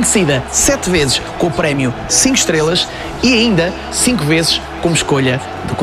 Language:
Portuguese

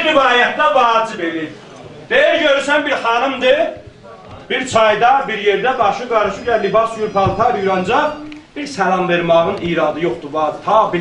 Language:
South Azerbaijani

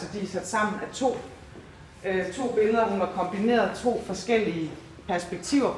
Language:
Danish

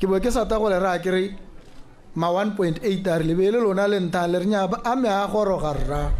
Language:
Tswana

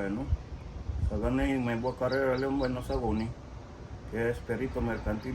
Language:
Garifuna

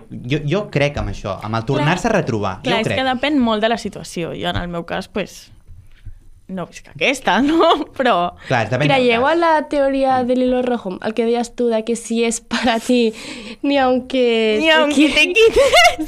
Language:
Catalan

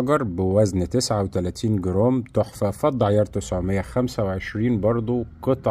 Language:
Egyptian Arabic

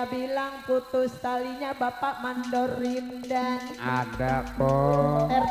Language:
Betawi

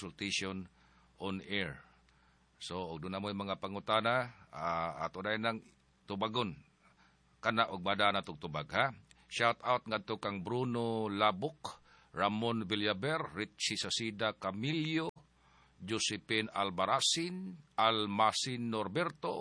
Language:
Cebuano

